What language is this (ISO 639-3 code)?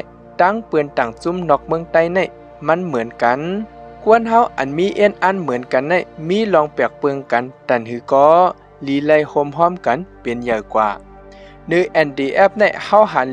shn